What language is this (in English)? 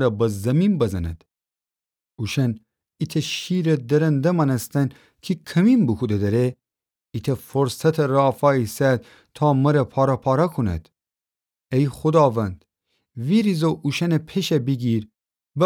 Gilaki